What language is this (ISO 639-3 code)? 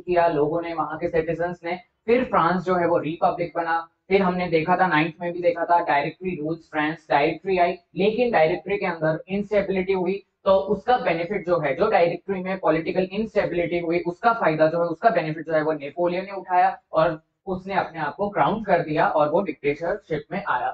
hin